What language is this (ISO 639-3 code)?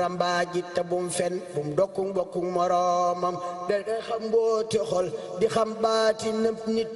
wol